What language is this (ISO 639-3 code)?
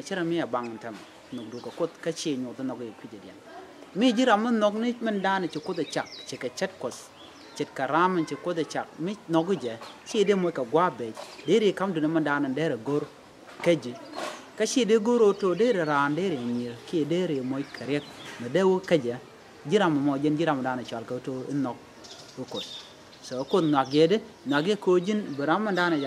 nus